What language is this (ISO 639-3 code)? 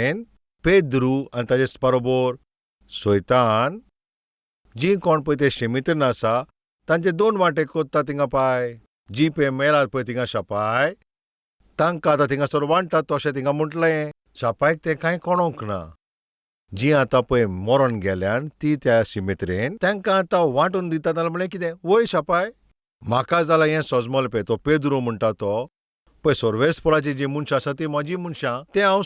kok